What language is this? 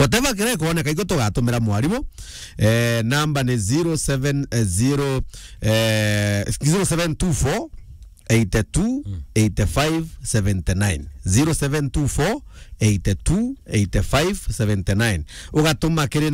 Meru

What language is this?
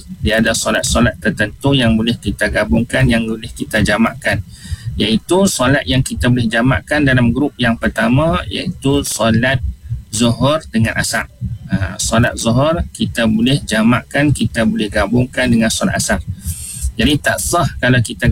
Malay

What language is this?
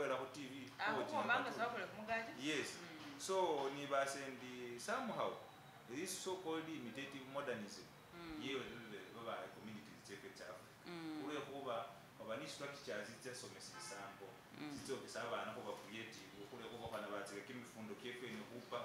Masaaba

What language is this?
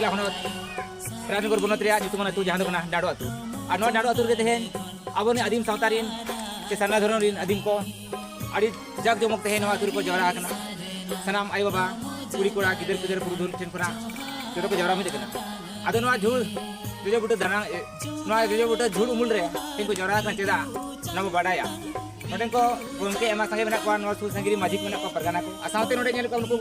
Santali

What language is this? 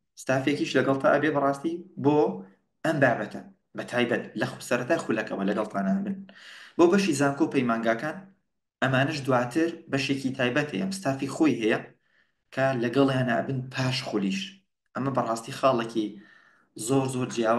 Central Kurdish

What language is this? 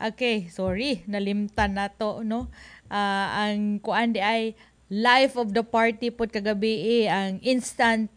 Cebuano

